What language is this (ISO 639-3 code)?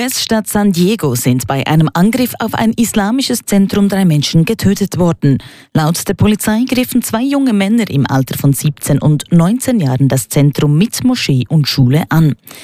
deu